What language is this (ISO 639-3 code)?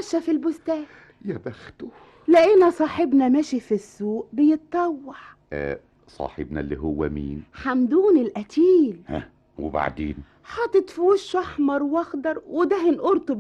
arz